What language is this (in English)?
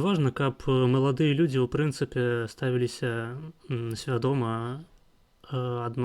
Belarusian